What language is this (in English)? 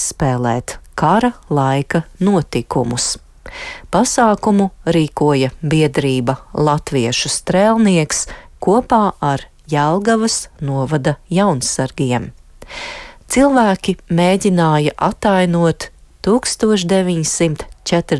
Latvian